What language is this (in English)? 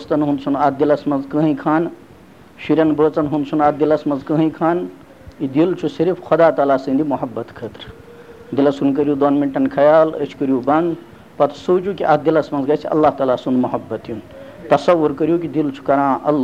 Kashmiri